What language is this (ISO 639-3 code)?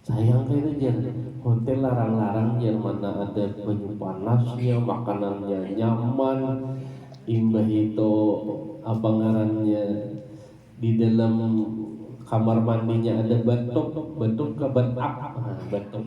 bjn